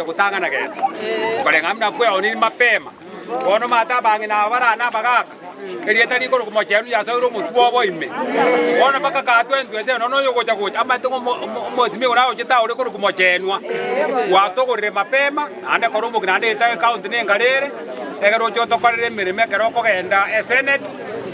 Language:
Gusii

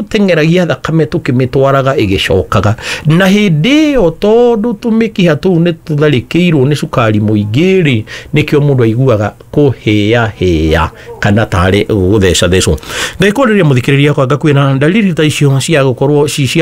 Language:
Kikuyu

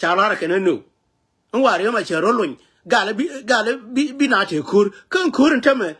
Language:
Nuer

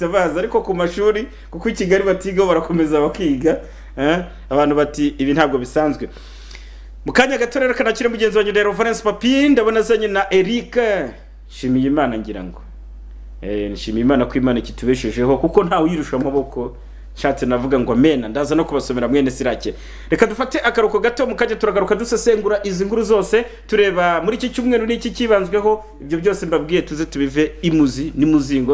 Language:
Kinyarwanda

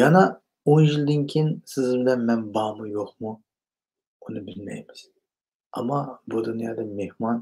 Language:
Uyghur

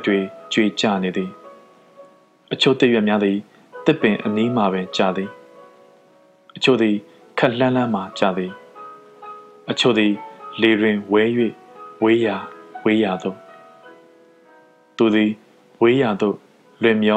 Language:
Burmese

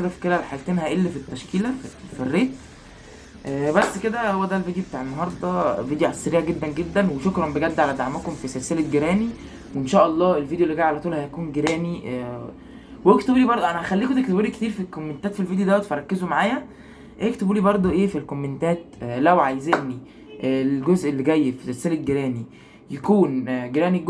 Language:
Egyptian Arabic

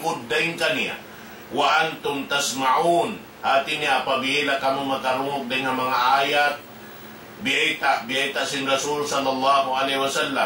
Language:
Tausug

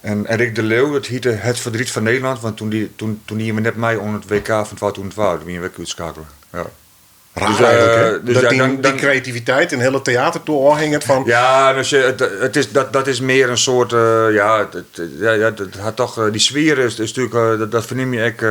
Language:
Western Frisian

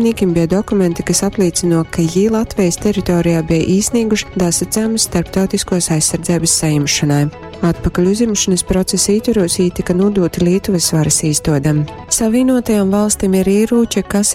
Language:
Latgalian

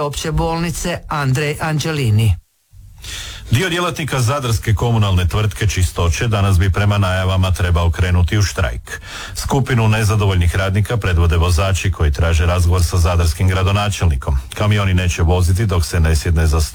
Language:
Croatian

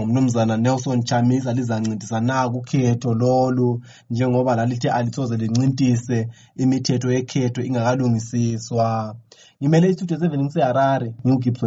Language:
North Ndebele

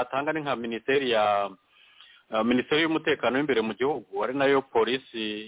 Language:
Kinyarwanda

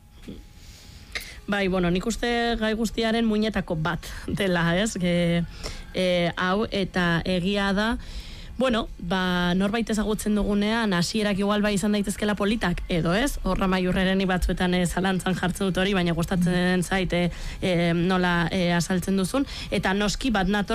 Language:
Basque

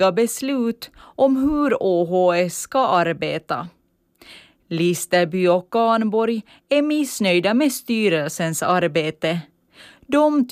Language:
Swedish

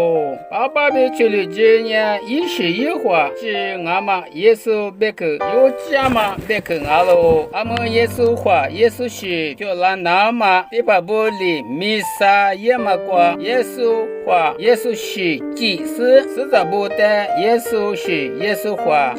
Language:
Lisu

